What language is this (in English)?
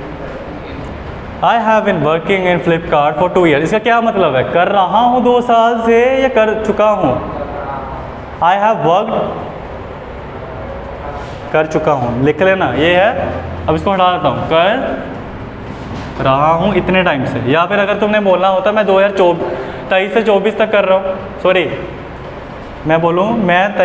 Hindi